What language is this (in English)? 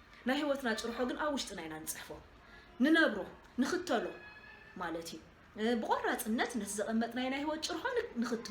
Tigrinya